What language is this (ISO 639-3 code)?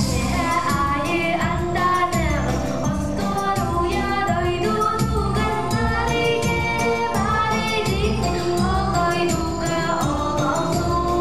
sah